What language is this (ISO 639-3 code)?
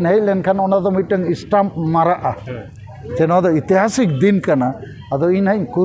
sat